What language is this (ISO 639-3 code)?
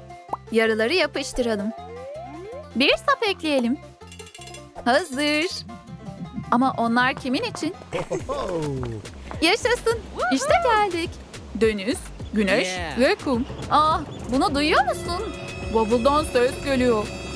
tur